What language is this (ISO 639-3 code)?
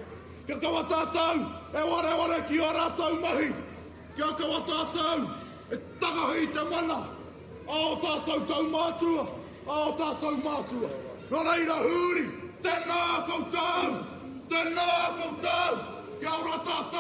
mri